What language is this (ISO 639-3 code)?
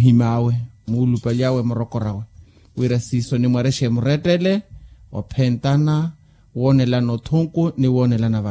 vmw